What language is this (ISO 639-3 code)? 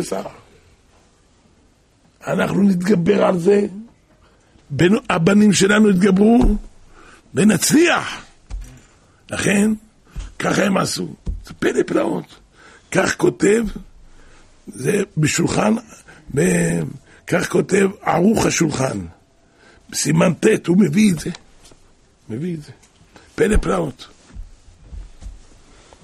heb